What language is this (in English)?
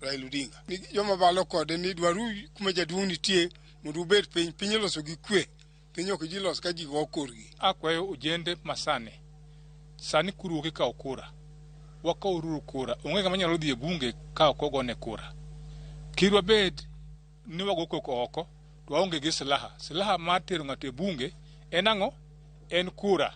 Luo (Kenya and Tanzania)